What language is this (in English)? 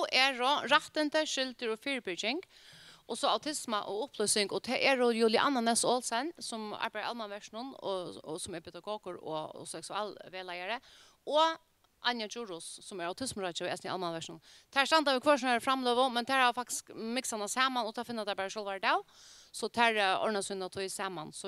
Faroese